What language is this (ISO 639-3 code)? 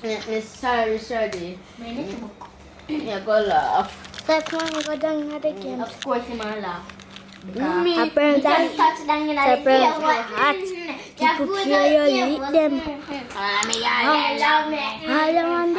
jam